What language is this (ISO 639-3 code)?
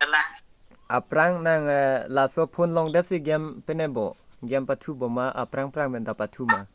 mjw